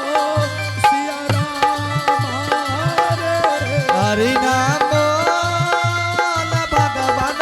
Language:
Angika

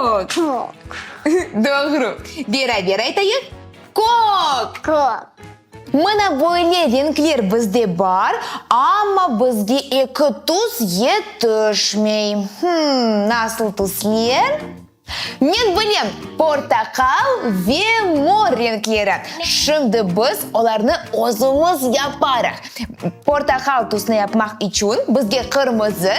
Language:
Crimean Tatar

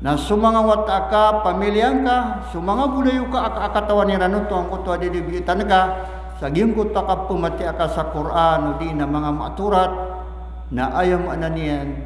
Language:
Maranao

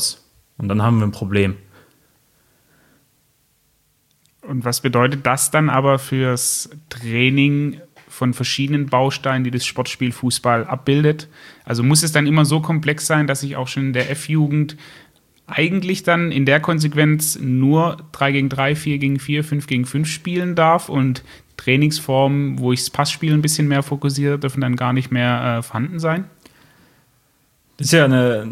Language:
German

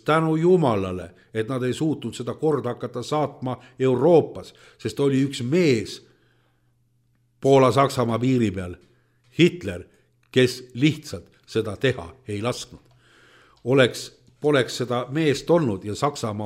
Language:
Estonian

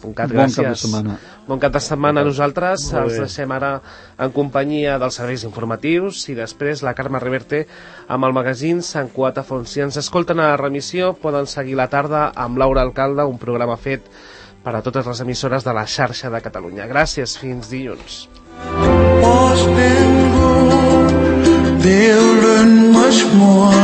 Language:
Catalan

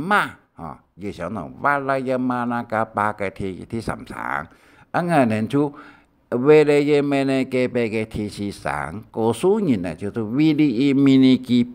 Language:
Hakka Chinese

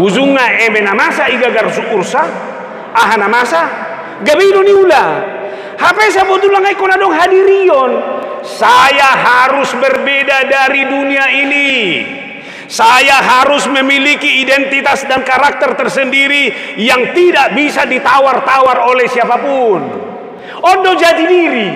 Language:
Batak Toba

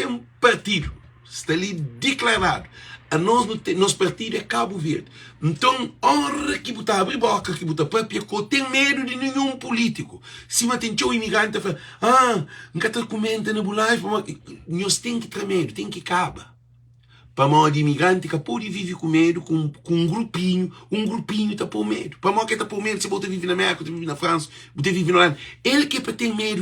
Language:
Kabuverdianu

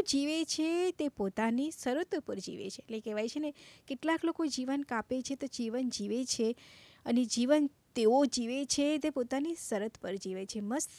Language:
Gujarati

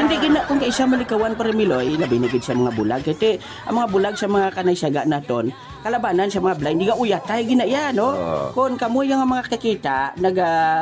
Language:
Hiligaynon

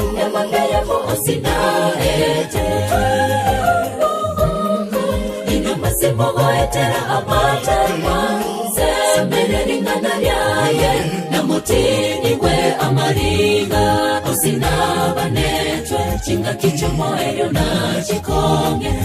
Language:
Gusii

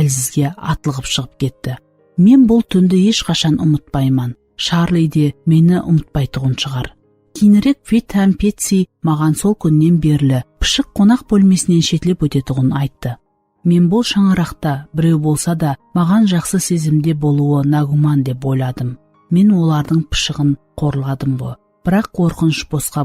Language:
Kara-Kalpak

